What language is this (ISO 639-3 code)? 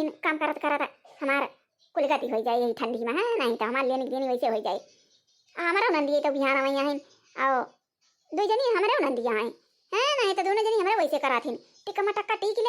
awa